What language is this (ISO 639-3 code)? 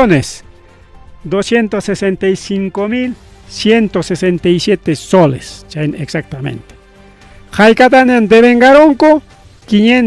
quy